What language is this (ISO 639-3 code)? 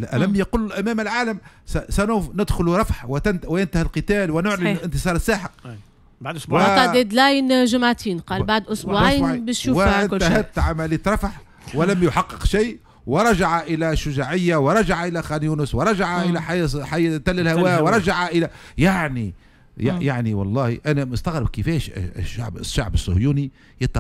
aeb